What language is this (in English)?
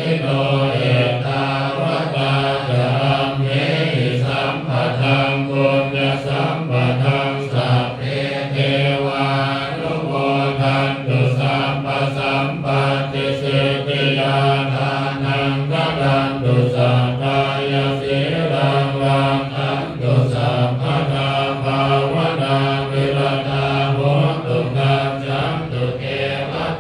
Pali